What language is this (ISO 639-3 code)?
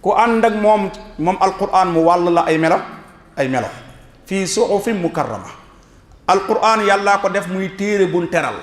wol